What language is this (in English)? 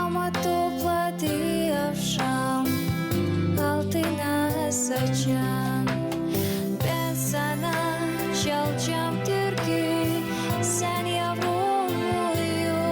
Gagauz